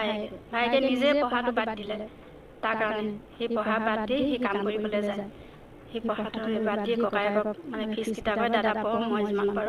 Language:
Assamese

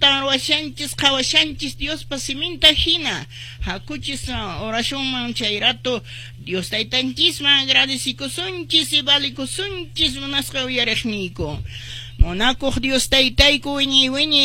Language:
Quechua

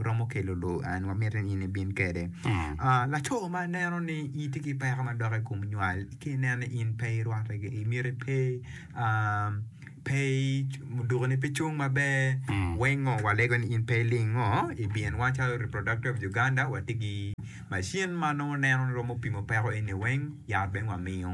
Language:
Acoli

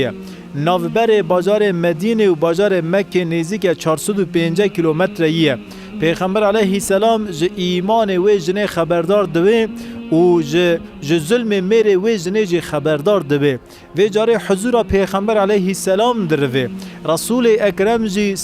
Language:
Kurdish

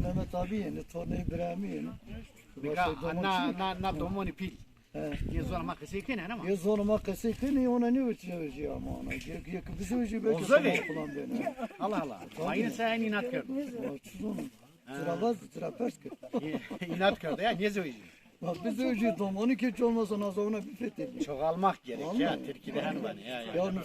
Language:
Zaza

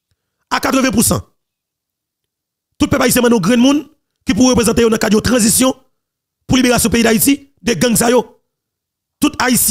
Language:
Haitian Creole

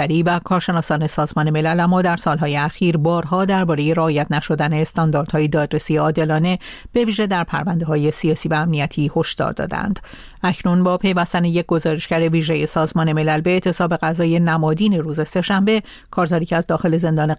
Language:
Persian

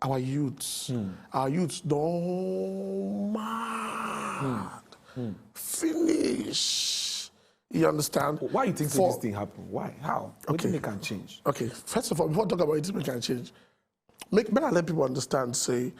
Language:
Nigerian Pidgin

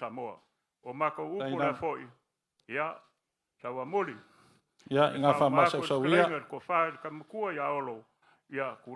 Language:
Samoan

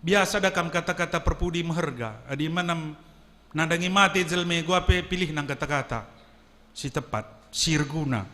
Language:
Batak Karo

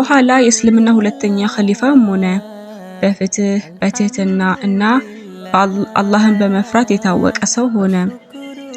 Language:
Amharic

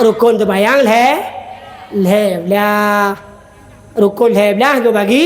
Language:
Achinese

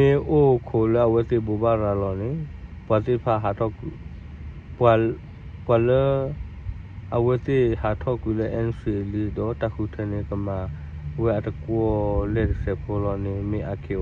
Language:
S'gaw Karen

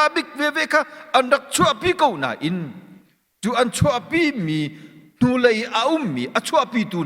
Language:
Hakha Chin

